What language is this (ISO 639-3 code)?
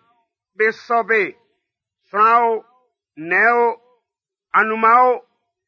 bci